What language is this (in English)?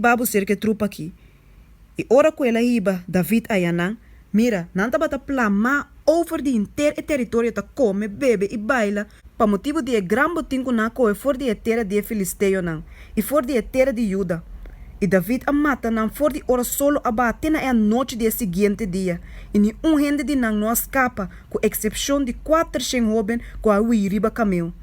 Papiamento